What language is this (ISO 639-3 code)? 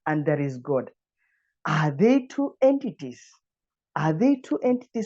eng